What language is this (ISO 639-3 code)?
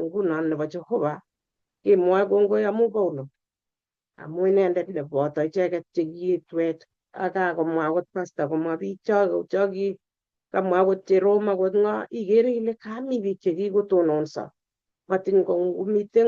kln